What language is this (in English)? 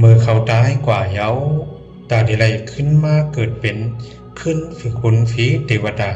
Shan